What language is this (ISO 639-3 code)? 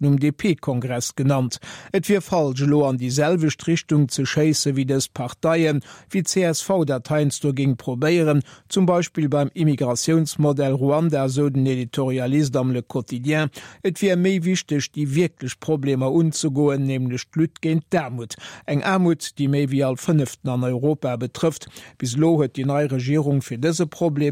ltz